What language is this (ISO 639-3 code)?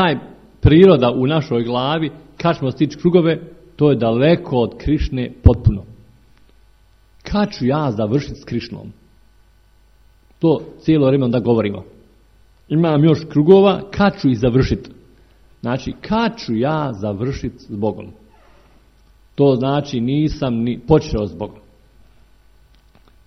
hrv